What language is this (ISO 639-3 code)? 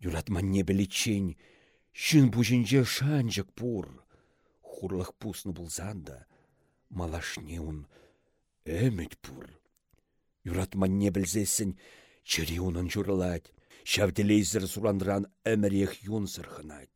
chv